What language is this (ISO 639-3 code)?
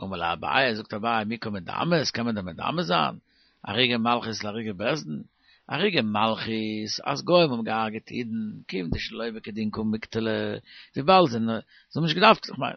yid